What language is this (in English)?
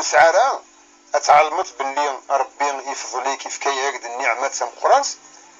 Kabyle